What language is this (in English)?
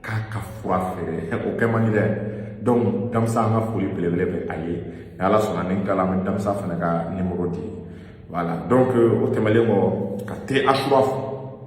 Bambara